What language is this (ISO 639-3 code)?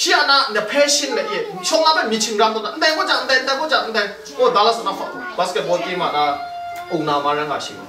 kac